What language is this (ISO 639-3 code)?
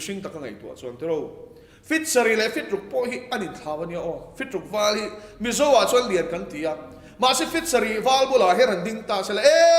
lus